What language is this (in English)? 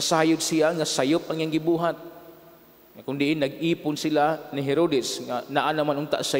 Cebuano